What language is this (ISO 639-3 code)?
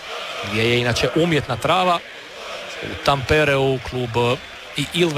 hrv